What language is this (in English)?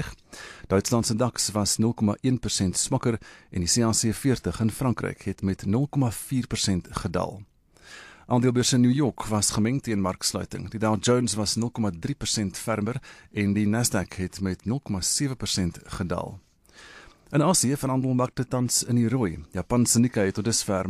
Afrikaans